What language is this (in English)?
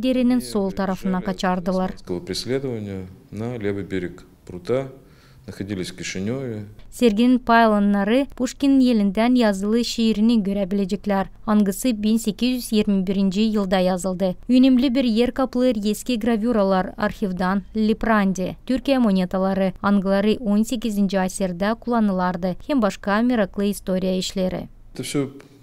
Gagauz